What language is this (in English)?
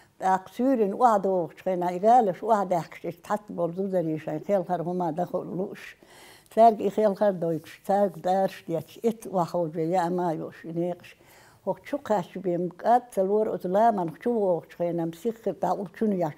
Chechen